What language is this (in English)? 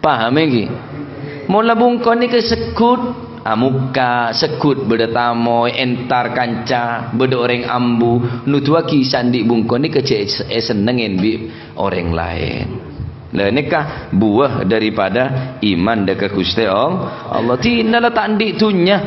Madurese